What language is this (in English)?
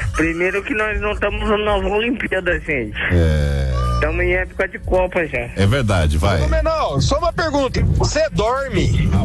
Portuguese